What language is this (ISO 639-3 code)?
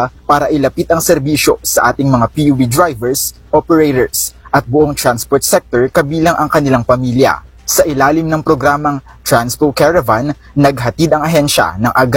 fil